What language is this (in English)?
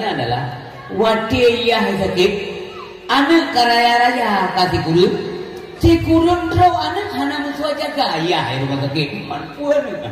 Achinese